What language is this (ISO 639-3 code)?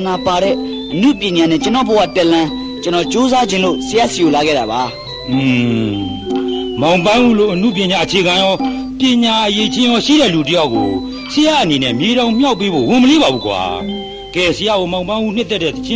mya